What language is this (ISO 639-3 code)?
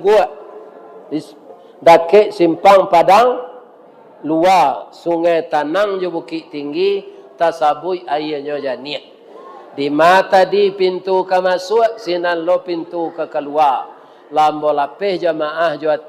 min